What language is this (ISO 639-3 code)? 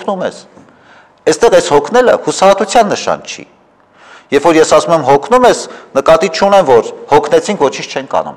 hye